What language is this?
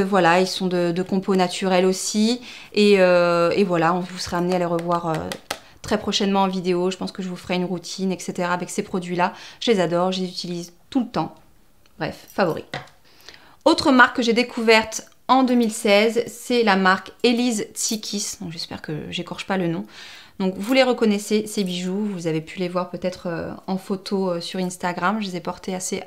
French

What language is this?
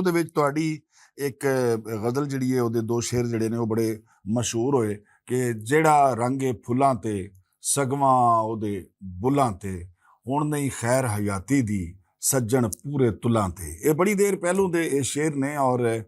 Western Panjabi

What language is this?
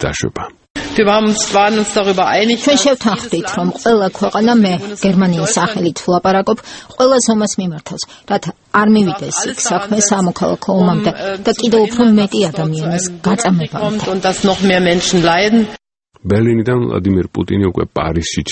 Georgian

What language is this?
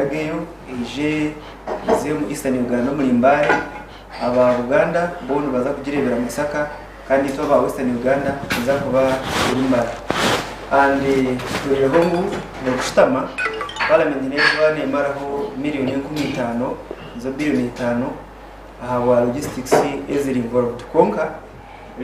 Nyankole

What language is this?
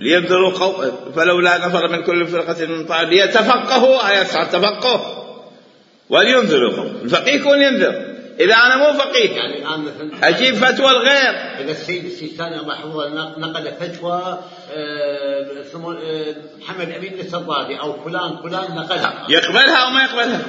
Mesopotamian Arabic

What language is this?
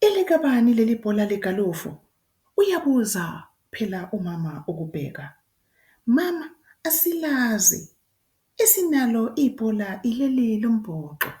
Zulu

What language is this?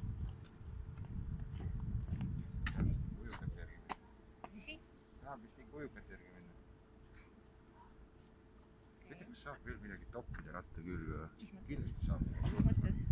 Estonian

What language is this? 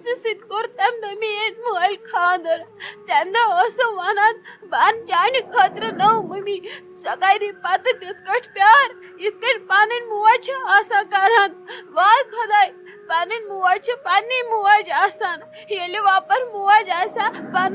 Kashmiri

